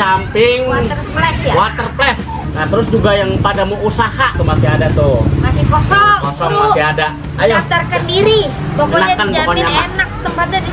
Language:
Betawi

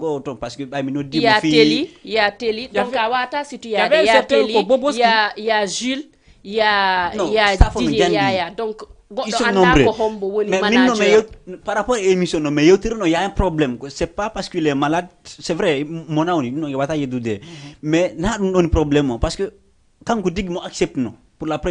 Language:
Fula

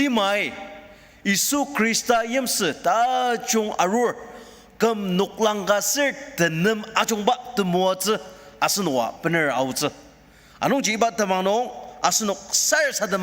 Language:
Ao Naga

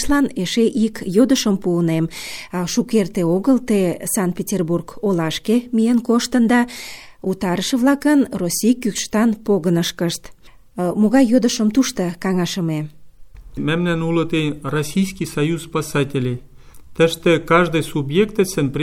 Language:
Mari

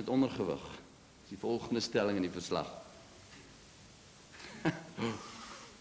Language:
Afrikaans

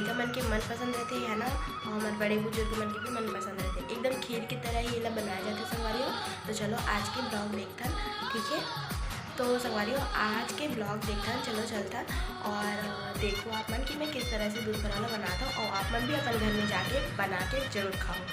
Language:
Chhattisgarhi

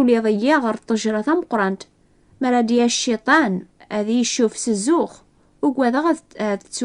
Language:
Kabyle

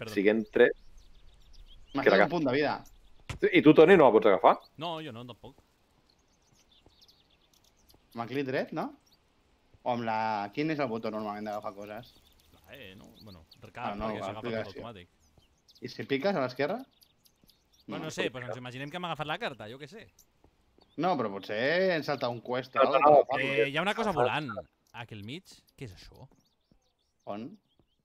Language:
Catalan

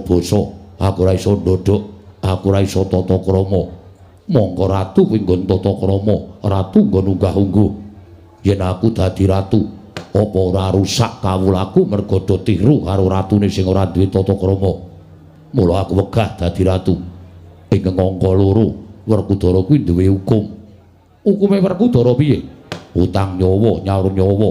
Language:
Javanese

